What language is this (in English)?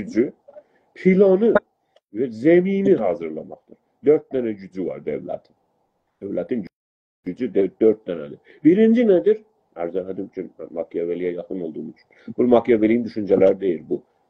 South Azerbaijani